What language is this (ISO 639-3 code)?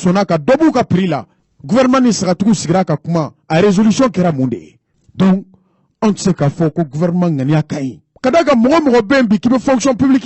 bam